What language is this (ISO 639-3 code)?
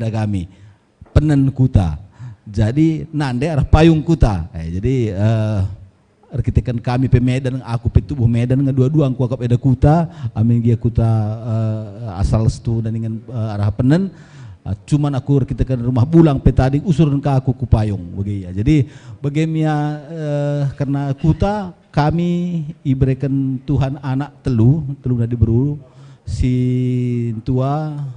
btx